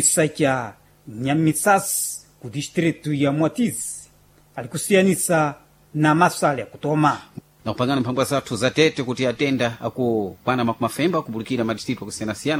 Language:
Sena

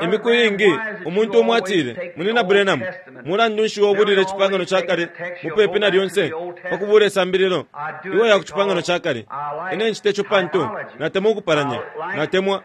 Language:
Bemba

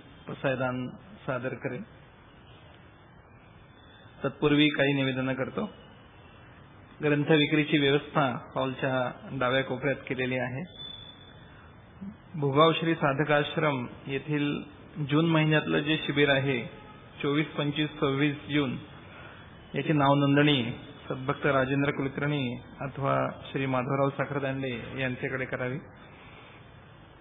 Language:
Marathi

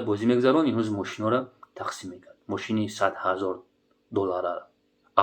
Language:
Tajik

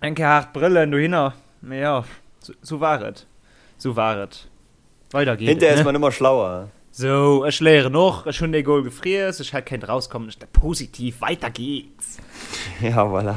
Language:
Luxembourgish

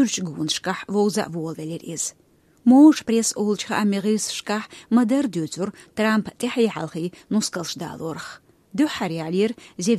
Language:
Chechen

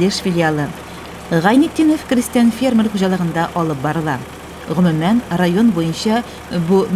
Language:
Tatar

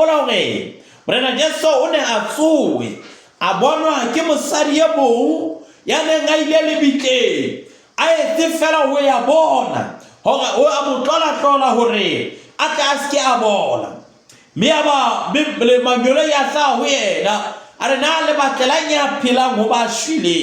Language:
Southern Sotho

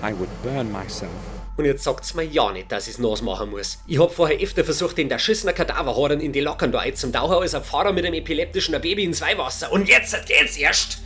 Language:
Bavarian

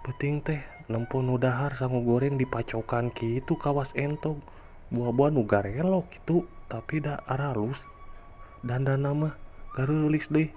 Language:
Sundanese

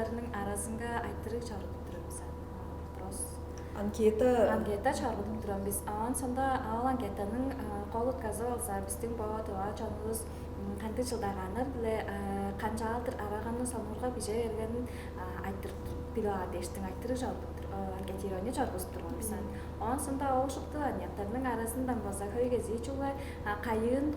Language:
Tuvinian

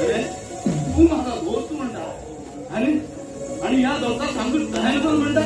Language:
Konkani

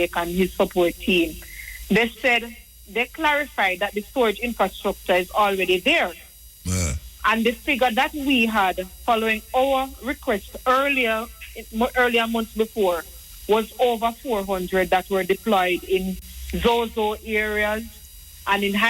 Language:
Jamaican Creole English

